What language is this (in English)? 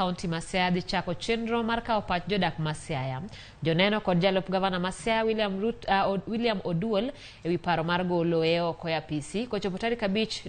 Luo (Kenya and Tanzania)